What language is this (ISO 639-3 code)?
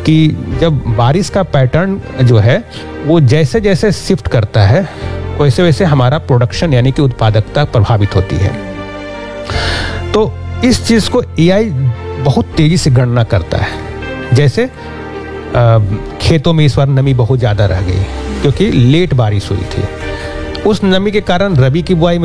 hin